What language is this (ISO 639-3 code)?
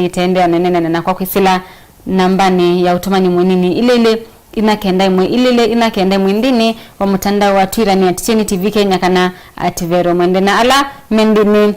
kam